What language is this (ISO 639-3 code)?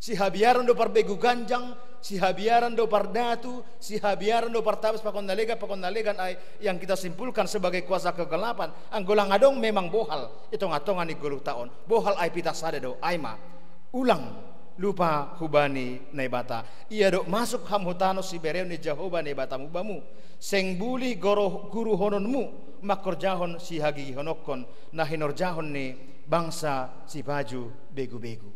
bts